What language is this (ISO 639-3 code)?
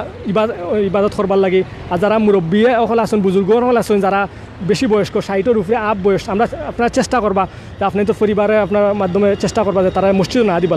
syl